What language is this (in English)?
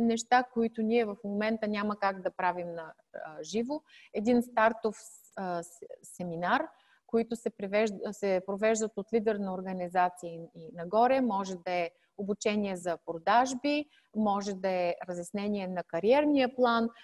Bulgarian